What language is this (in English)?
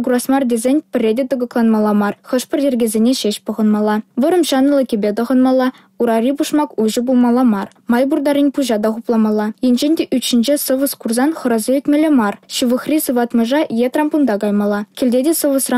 Chuvash